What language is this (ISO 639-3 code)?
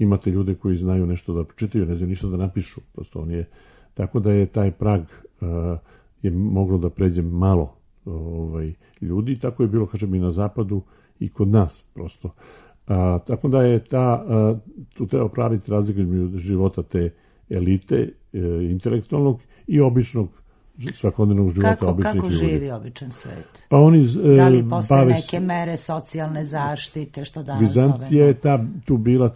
srp